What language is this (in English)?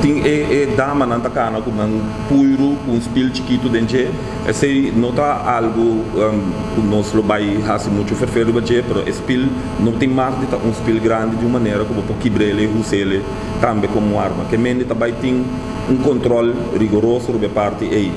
Papiamento